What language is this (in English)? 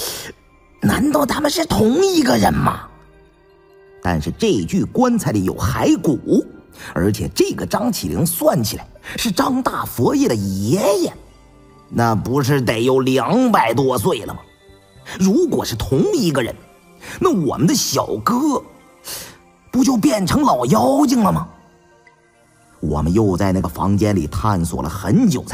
Chinese